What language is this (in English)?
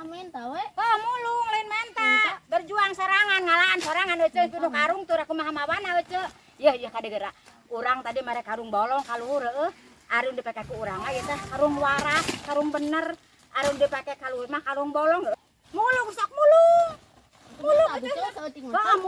Sundanese